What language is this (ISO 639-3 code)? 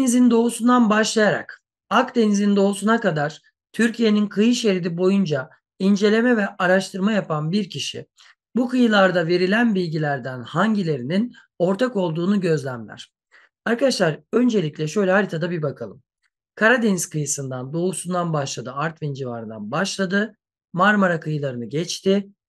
tur